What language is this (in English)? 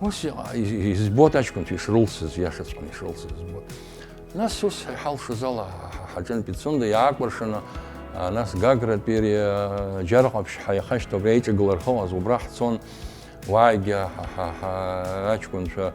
Abkhazian